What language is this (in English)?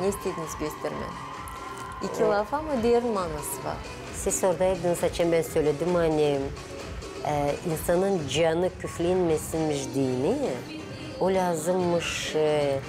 Gagauz